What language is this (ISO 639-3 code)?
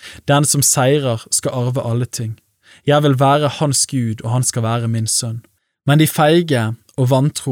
nor